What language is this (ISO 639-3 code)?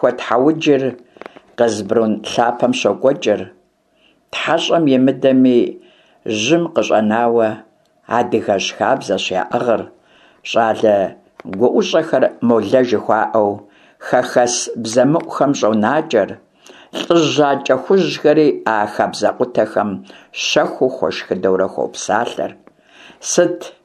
kbd